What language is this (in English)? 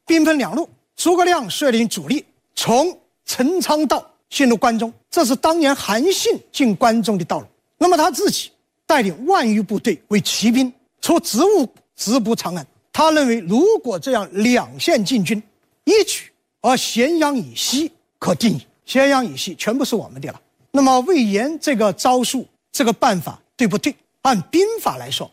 Chinese